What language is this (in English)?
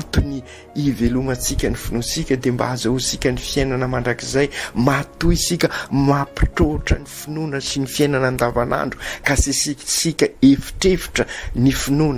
Malagasy